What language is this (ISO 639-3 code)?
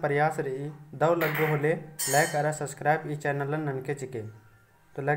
kru